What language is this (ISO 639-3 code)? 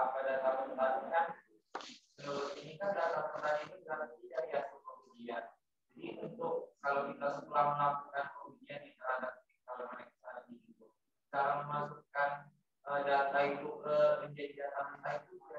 ind